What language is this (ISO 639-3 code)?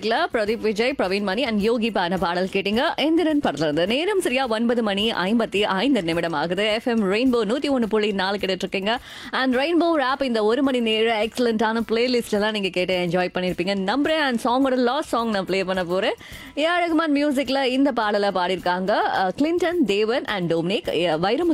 tam